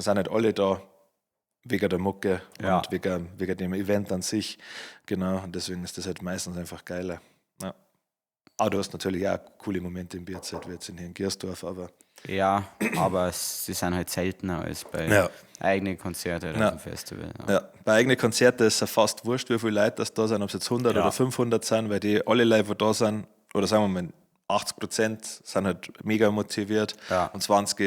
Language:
Bavarian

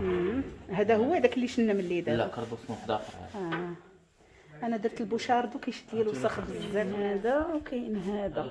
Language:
Moroccan Arabic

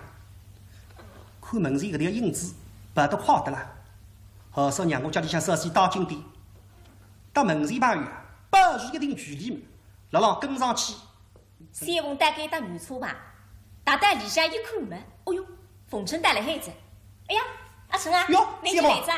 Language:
Wu Chinese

